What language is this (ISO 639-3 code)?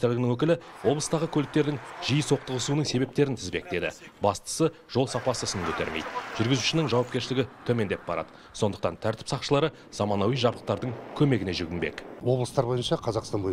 kaz